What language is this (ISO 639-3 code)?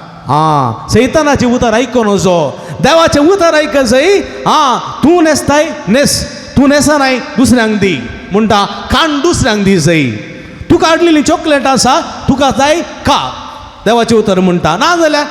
kok